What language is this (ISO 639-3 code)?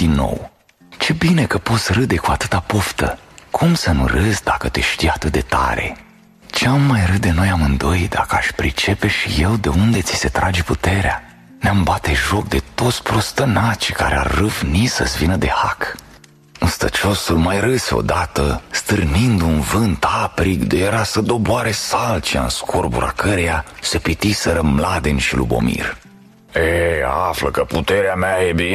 ron